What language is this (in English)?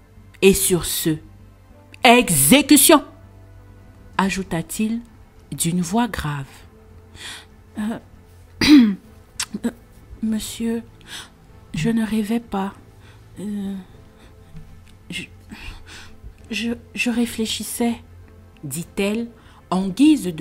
French